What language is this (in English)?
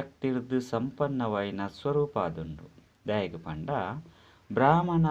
Tulu